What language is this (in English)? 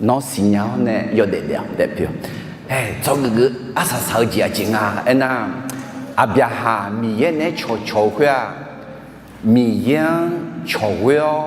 Akha